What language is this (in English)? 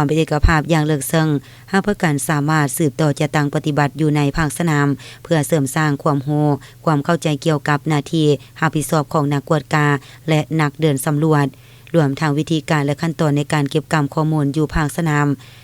Lao